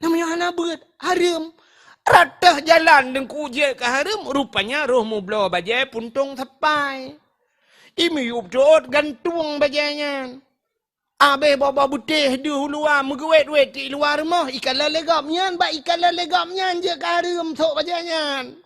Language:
Achinese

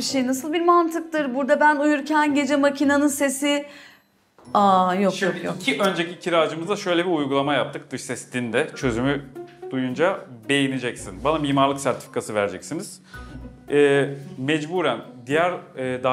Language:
Turkish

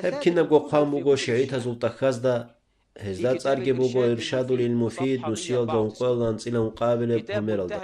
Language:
Avaric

